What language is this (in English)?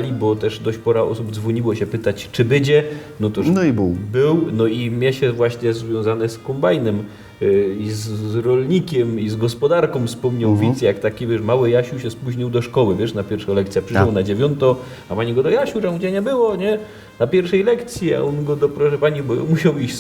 Silesian